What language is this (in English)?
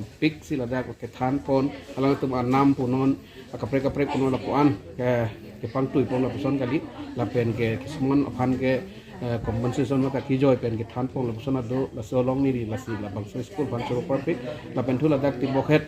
Karbi